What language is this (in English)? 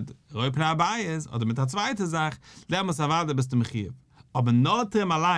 Yiddish